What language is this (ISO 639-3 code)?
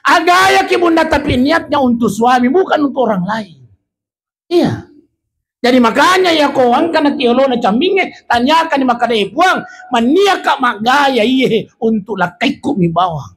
bug